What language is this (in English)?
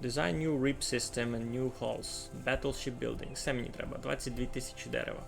Rusyn